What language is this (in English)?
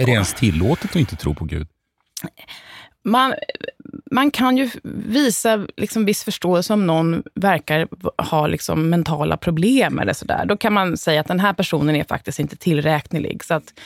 Swedish